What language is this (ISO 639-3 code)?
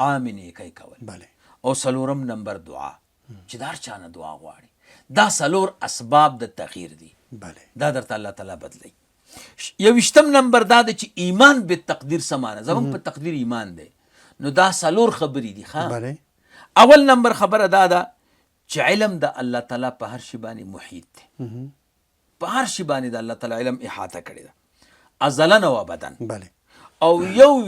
pus